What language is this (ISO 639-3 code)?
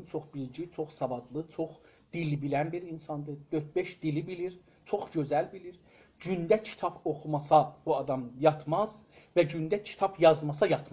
azb